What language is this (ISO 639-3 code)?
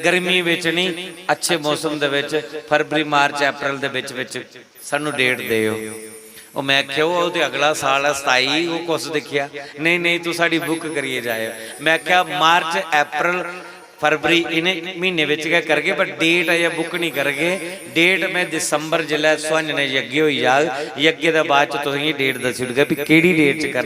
doi